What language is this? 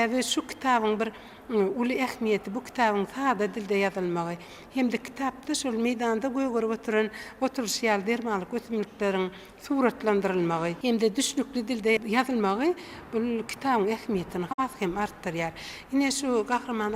Turkmen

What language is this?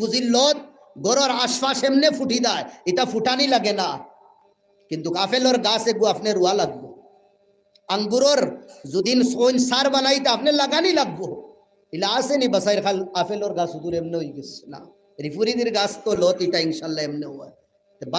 Sylheti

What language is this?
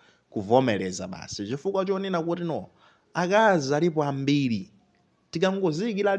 Nyanja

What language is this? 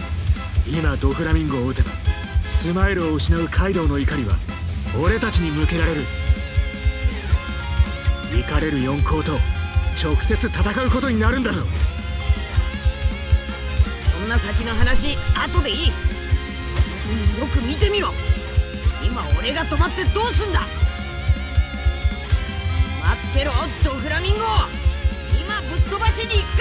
Japanese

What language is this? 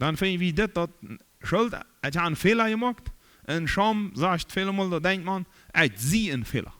Plautdietsch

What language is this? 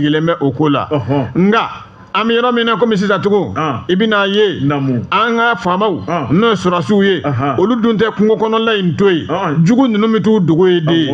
Bambara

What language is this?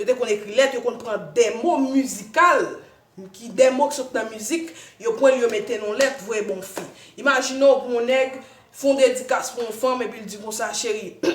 Haitian Creole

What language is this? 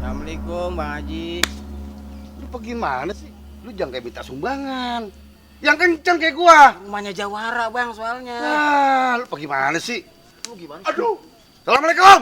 Betawi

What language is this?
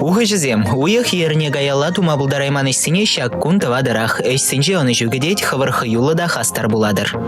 Chuvash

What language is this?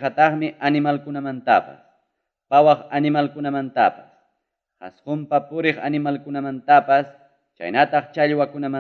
Ayacucho Quechua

